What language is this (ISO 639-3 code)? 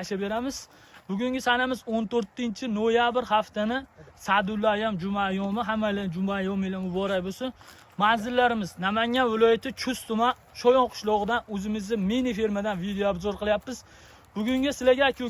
uzb